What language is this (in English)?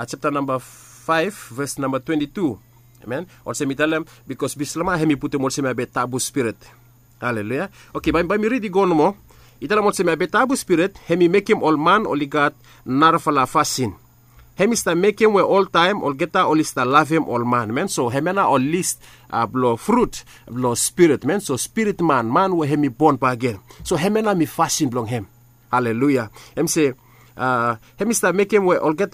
Bislama